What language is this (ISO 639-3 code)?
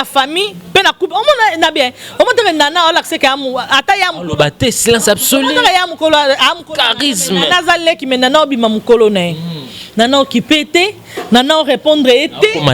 lin